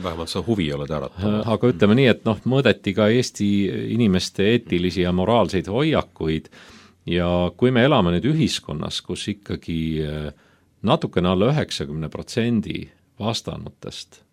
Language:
Estonian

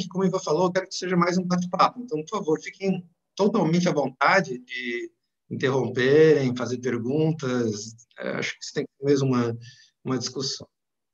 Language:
Portuguese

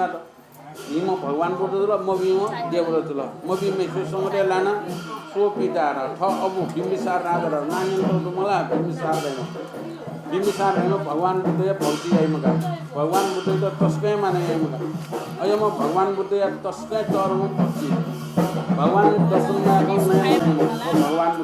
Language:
Newari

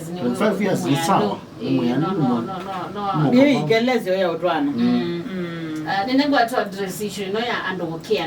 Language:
Kamba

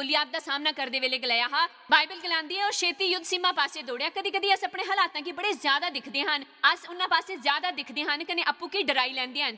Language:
Dogri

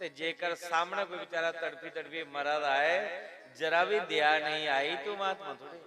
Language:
Dogri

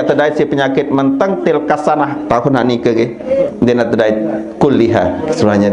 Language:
Sasak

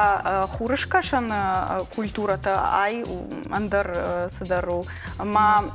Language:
Ossetic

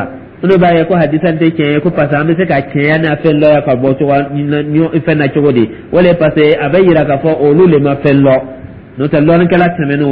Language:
Dyula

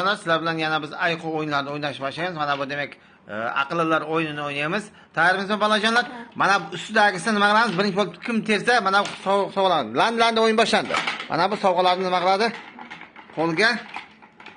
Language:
Uzbek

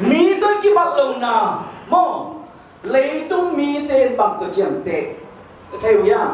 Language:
Tedim Chin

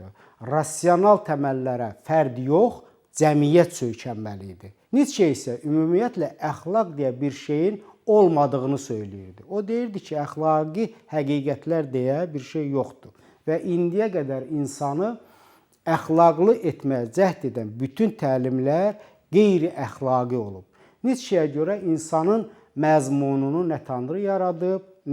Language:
Azerbaijani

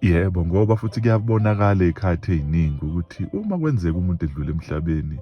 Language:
Zulu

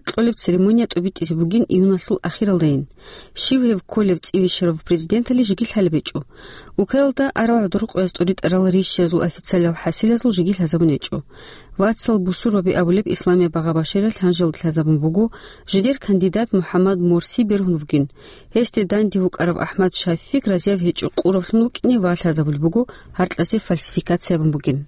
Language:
Avaric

